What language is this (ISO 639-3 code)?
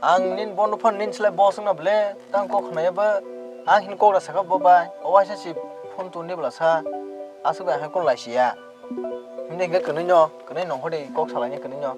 trp